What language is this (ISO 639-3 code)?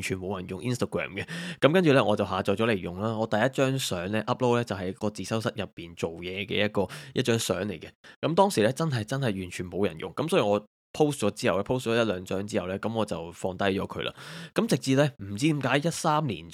yue